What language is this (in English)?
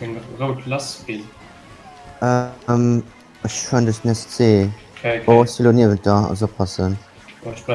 Luxembourgish